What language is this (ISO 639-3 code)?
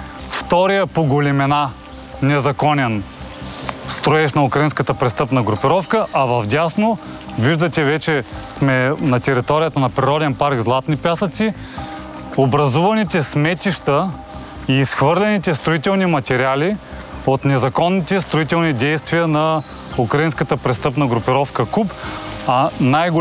bul